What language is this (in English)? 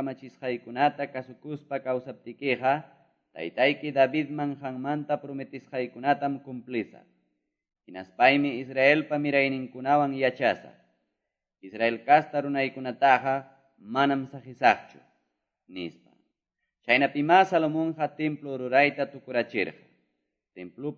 Quechua